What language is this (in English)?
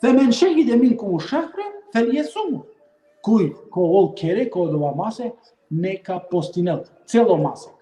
Balkan Romani